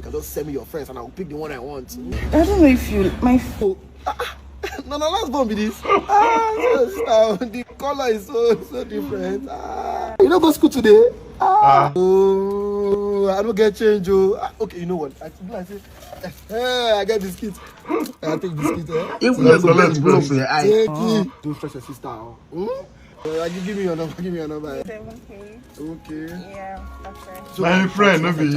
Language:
Nigerian Pidgin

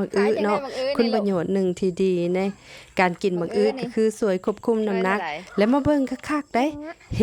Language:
Lao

